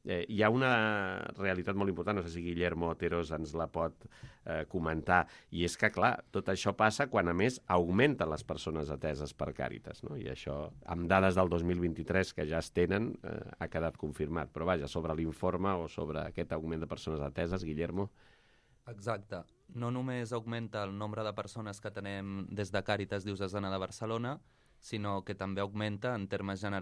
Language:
Catalan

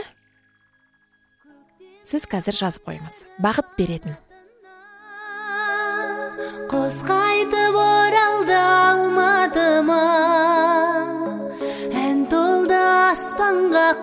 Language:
Kazakh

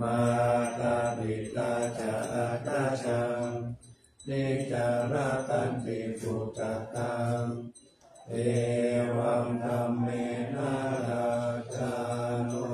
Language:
Pali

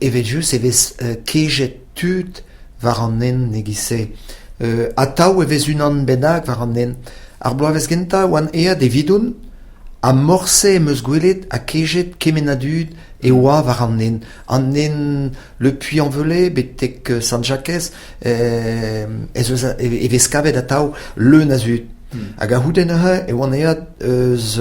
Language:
Breton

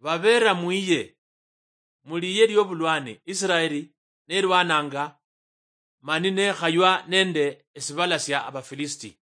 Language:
Luyia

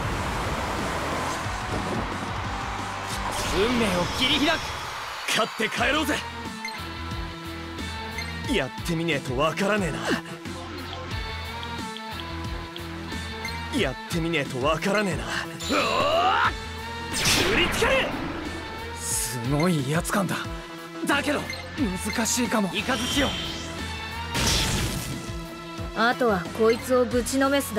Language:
Japanese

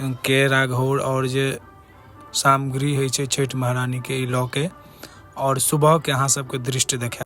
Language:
Maithili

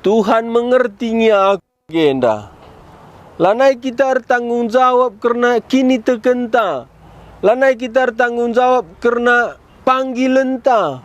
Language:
Batak Karo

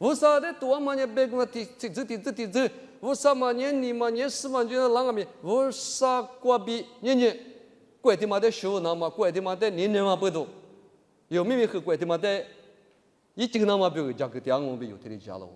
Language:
Lisu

